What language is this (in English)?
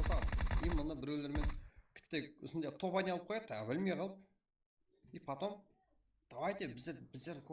Kara-Kalpak